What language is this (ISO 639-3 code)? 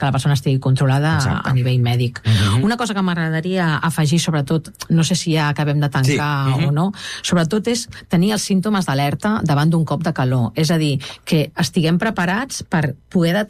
cat